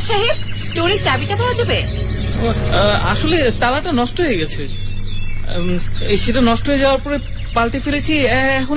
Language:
Bangla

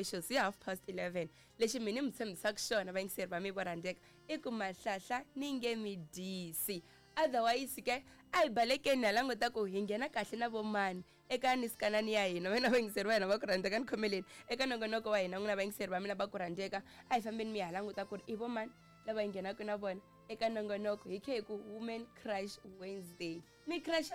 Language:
Tsonga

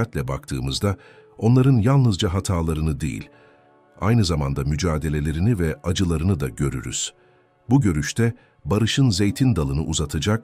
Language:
Turkish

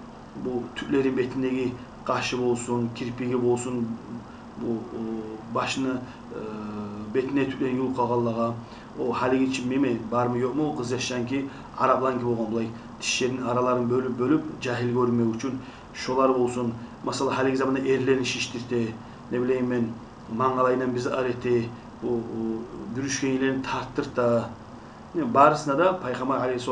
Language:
Kumyk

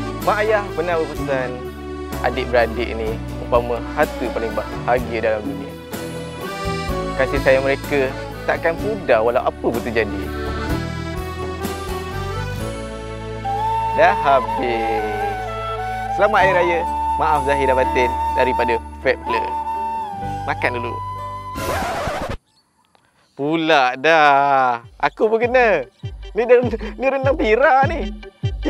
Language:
Malay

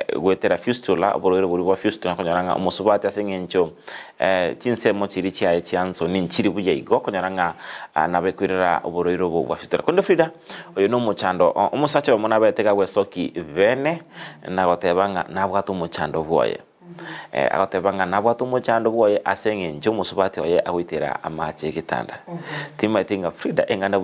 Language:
Gusii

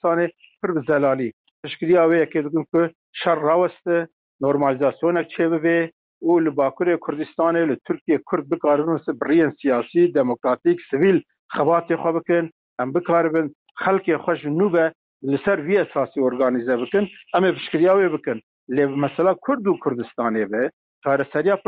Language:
Kurdish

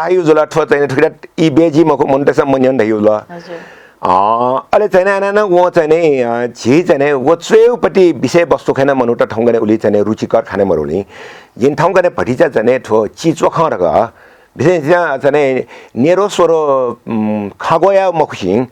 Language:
Newari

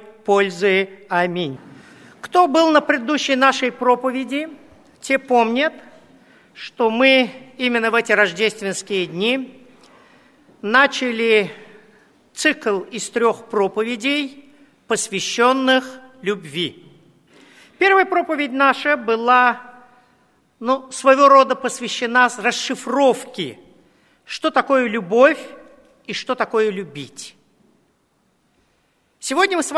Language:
Russian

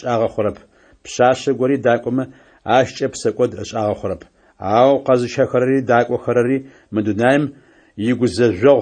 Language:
Adyghe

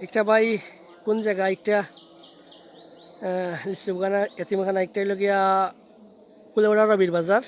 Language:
Sylheti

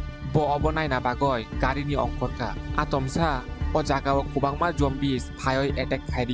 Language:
Kok Borok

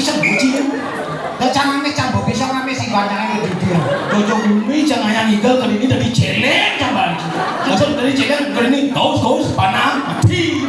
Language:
Balinese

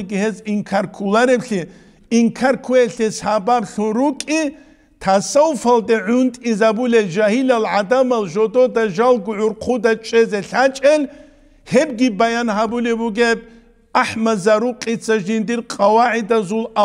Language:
Avaric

